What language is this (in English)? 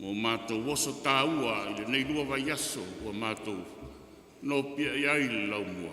Samoan